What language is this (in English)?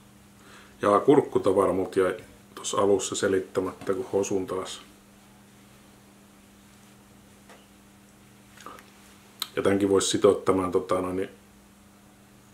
Finnish